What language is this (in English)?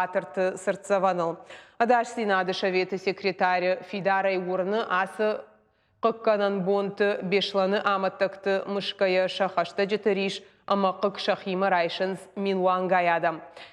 Ossetic